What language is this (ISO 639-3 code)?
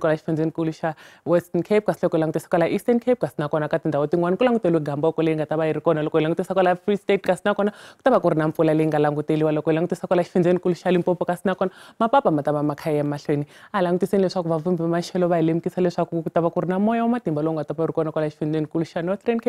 tso